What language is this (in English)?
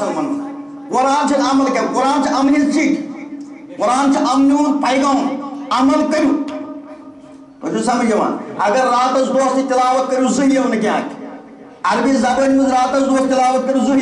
Kashmiri